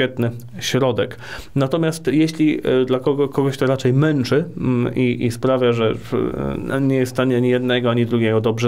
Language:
Polish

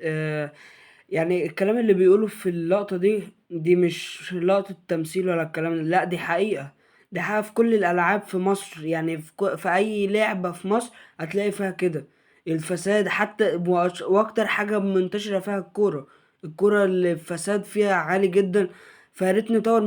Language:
Egyptian Arabic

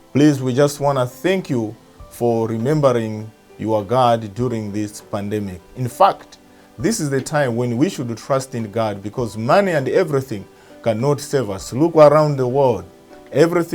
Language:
English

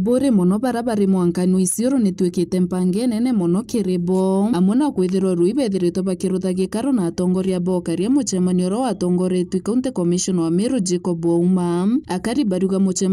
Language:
Meru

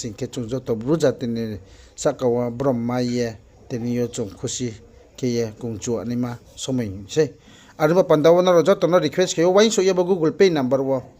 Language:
Riang (India)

